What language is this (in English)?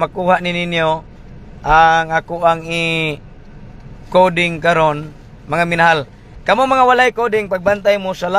Cebuano